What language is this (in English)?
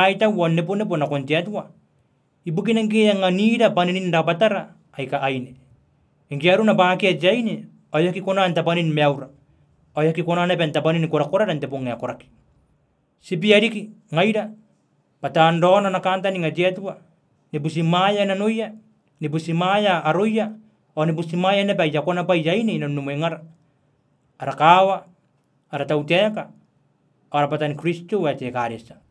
Gilbertese